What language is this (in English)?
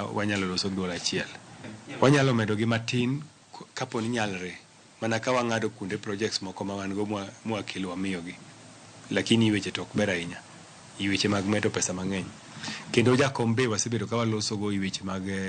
Luo (Kenya and Tanzania)